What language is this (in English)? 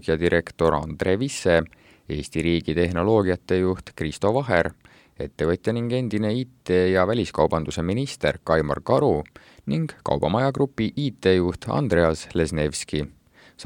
Estonian